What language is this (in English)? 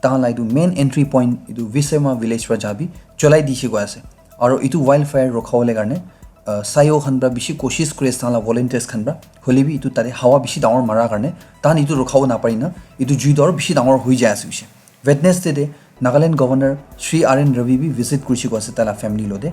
Naga Pidgin